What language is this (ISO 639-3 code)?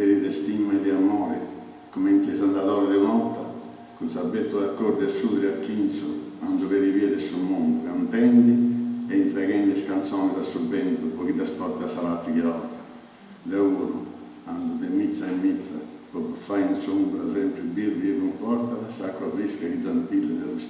srd